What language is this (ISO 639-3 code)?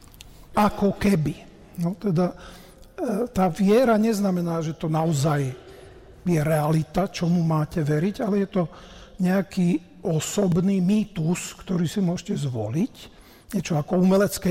slk